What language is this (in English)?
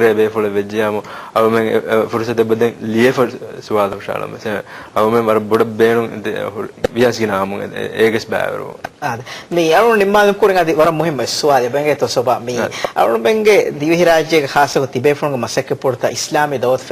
Divehi